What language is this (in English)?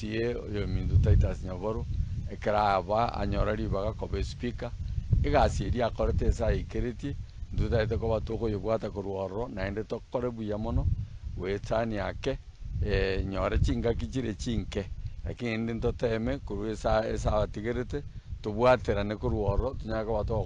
Gusii